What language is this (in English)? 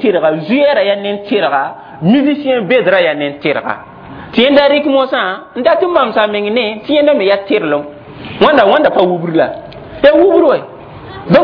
Mossi